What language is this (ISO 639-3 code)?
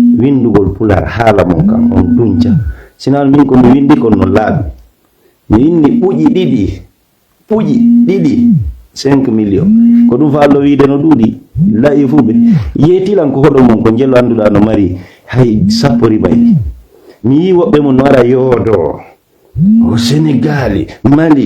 ful